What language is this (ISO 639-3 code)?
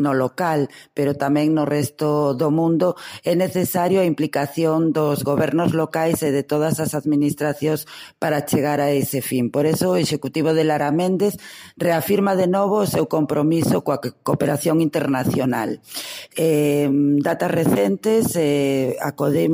glg